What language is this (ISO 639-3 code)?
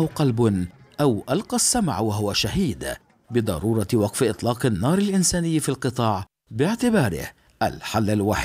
ara